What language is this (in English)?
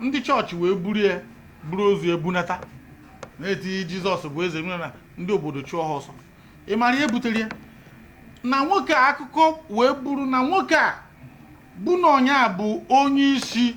Igbo